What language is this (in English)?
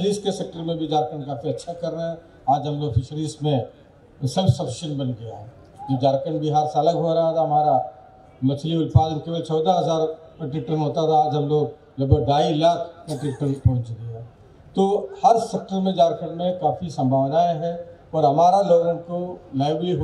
Hindi